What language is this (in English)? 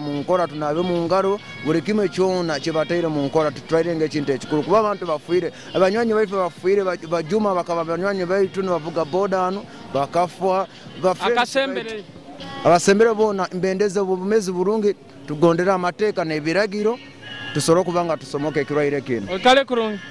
Nyoro